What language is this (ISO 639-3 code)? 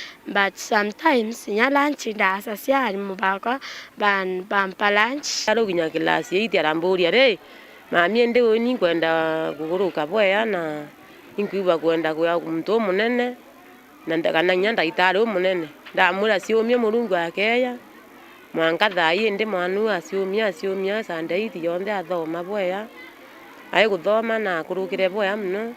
mer